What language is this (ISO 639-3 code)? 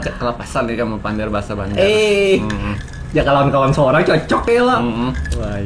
bjn